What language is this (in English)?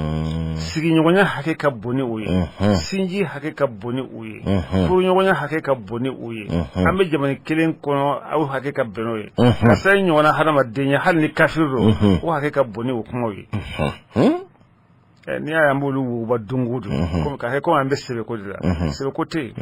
Bambara